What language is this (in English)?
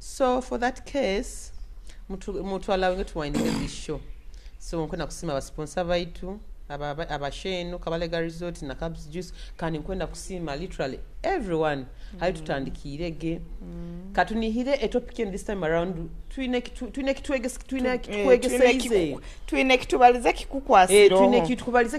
Nyoro